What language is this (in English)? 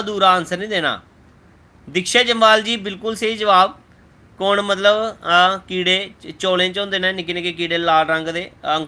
Dogri